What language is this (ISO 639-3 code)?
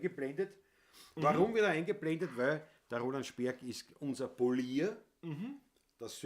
bar